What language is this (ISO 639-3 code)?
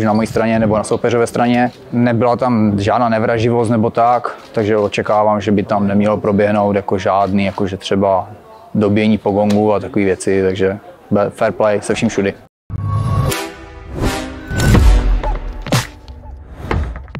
ces